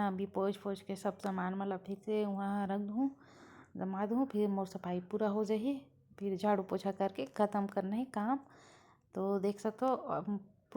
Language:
Chhattisgarhi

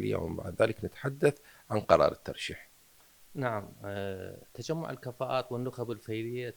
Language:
Mesopotamian Arabic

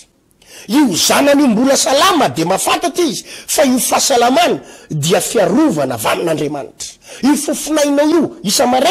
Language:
Malagasy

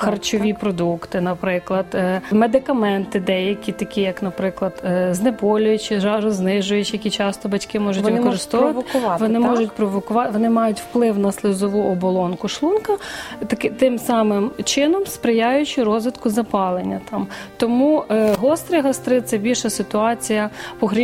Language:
Ukrainian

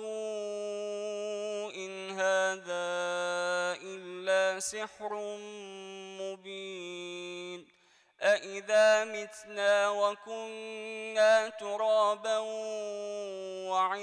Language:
Arabic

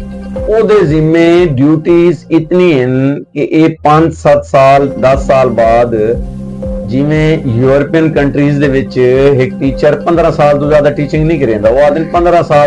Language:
Saraiki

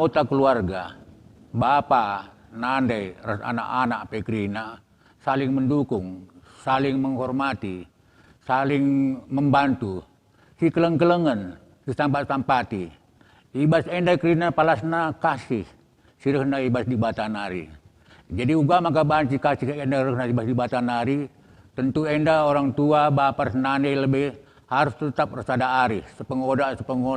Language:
Batak Karo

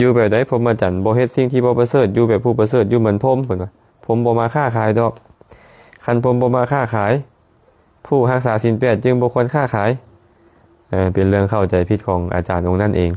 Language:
Lao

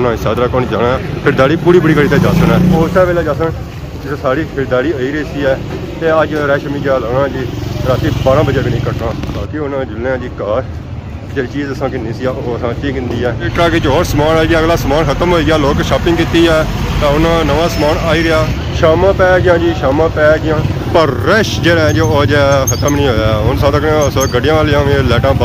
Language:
Pahari-Potwari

